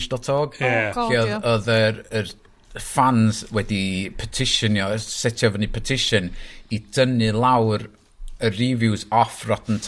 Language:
Welsh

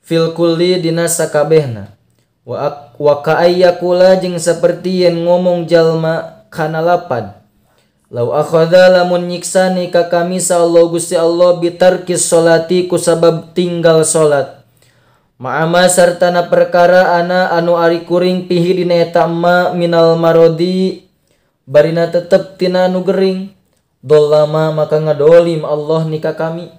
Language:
Sundanese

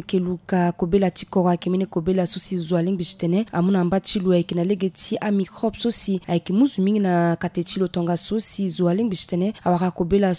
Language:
Sango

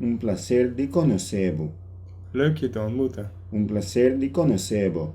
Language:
Papiamento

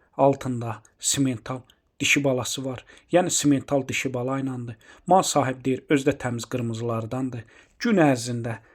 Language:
Azerbaijani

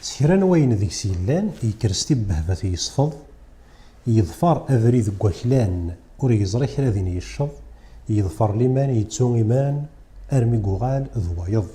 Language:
Kabyle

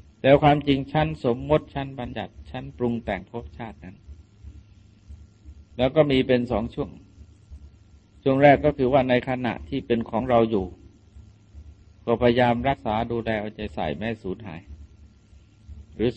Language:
Thai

